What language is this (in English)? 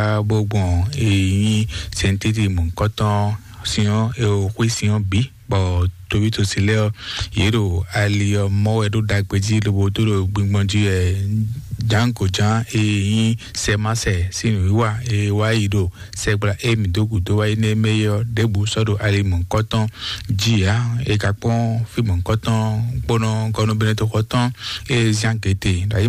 Fon